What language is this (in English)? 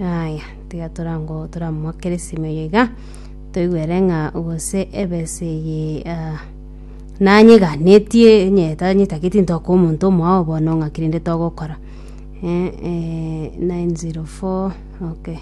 Gusii